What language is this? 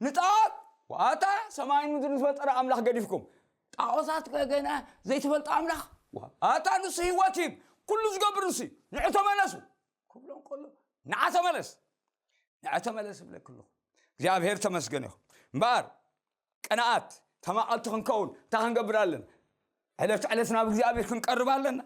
Tigrinya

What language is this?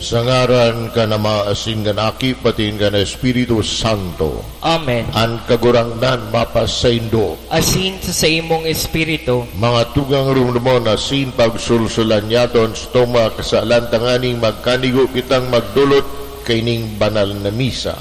Bikol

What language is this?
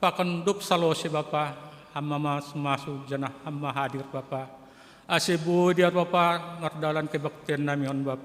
Batak Simalungun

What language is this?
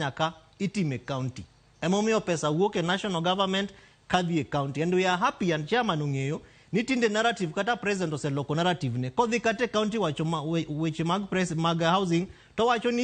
Luo (Kenya and Tanzania)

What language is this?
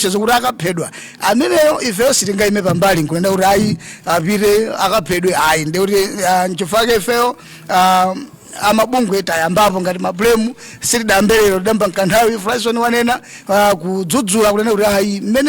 Nyanja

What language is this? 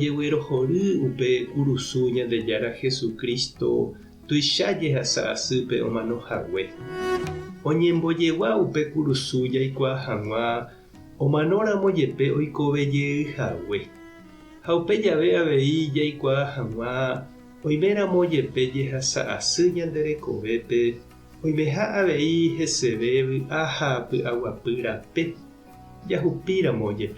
Guarani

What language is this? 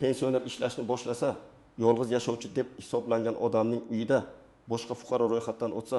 Uzbek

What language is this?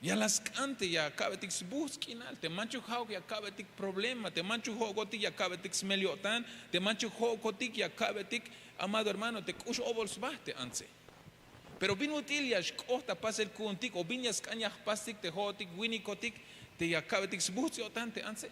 Tzeltal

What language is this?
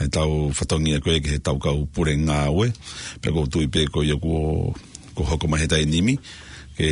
Tongan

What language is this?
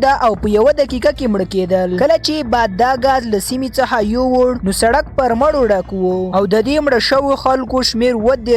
Pashto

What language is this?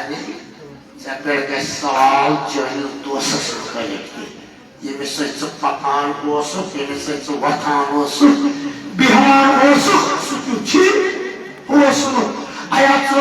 Kashmiri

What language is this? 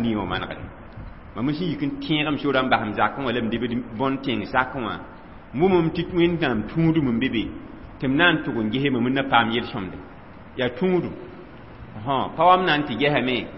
Mossi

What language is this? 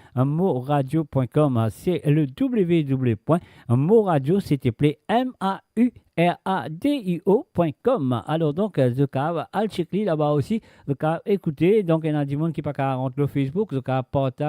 Morisyen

